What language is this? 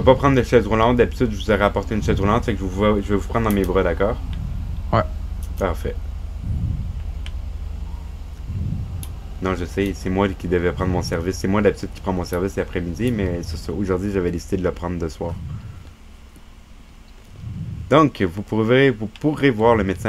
French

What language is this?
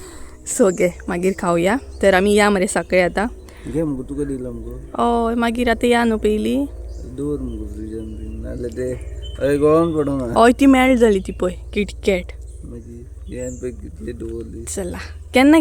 Konkani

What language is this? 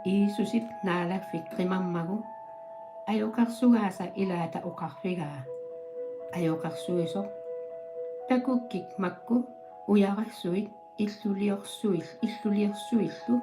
Kalaallisut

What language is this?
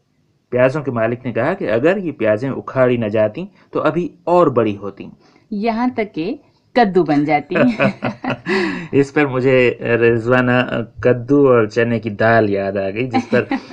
Urdu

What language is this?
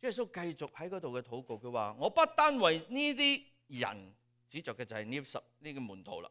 Cantonese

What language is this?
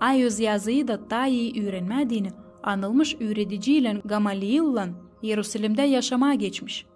Gagauz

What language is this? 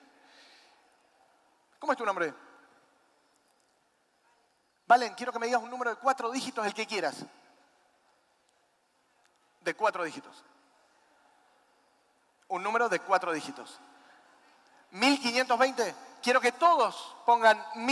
Spanish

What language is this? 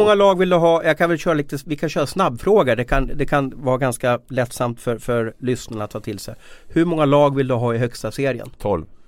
Swedish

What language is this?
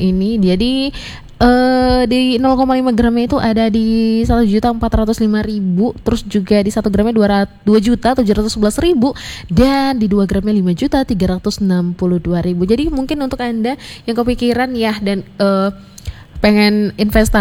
Indonesian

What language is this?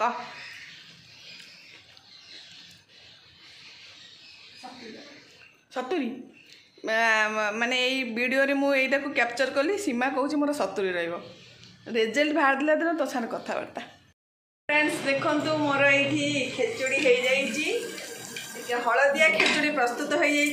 Odia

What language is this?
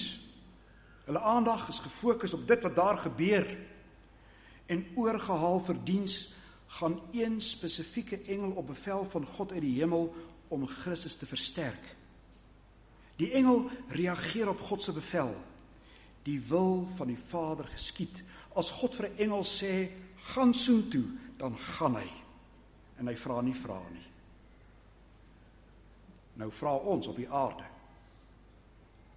Afrikaans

